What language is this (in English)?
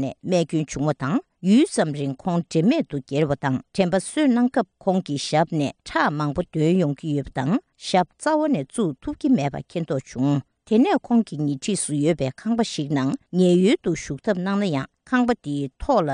Tibetan